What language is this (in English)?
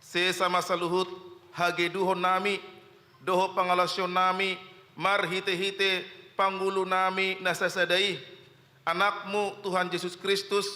Batak Toba